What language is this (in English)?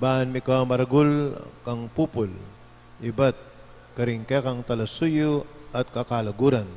Pampanga